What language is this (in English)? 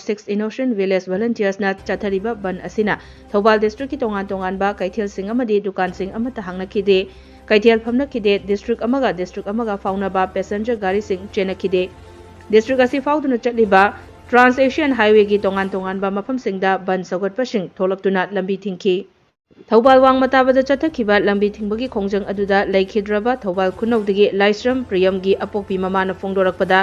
Manipuri